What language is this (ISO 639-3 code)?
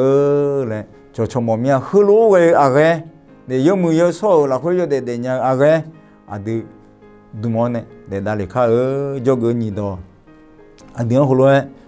ahk